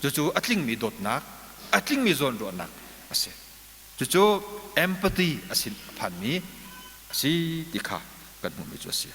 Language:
Hakha Chin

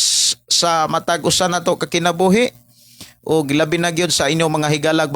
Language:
Cebuano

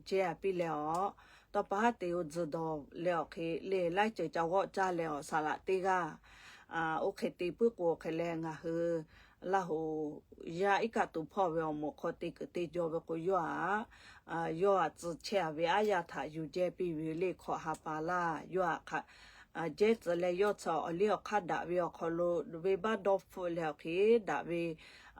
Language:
Lahu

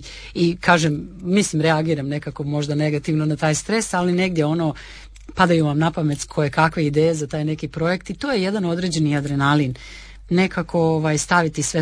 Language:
Croatian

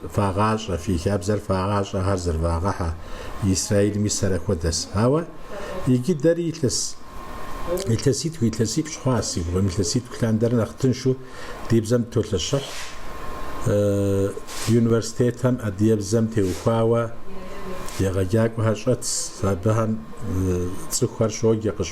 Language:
Kabardian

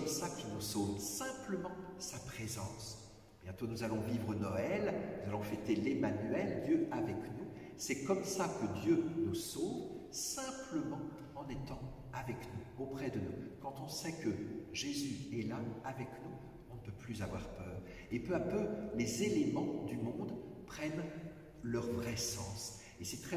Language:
French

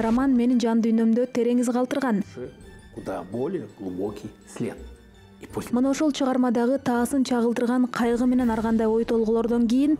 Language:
Kyrgyz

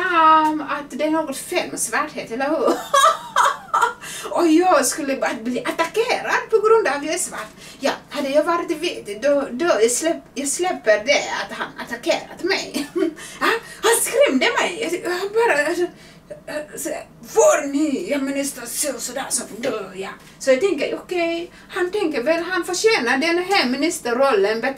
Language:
Swedish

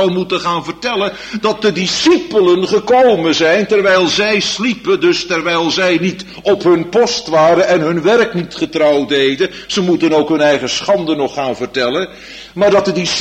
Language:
Dutch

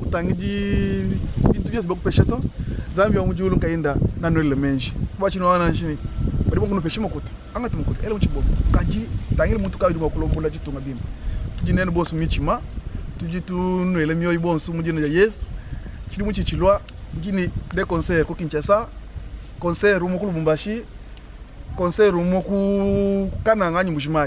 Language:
Luba-Lulua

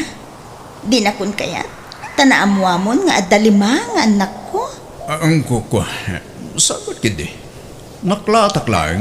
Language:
Iloko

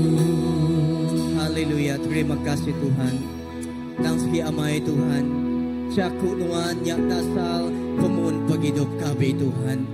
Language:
Iban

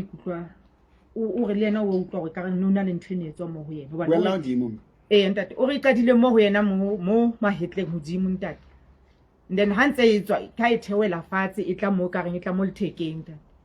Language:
Southern Sotho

